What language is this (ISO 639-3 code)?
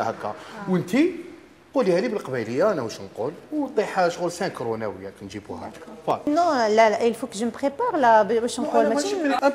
arq